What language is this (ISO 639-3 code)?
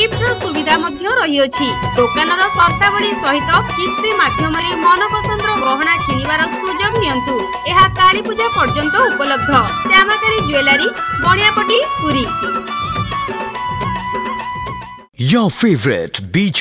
ori